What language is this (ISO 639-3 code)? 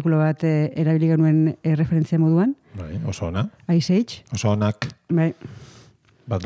eus